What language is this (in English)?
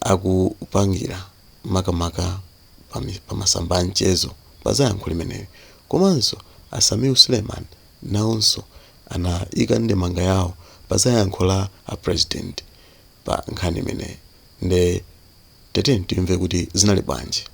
Nyanja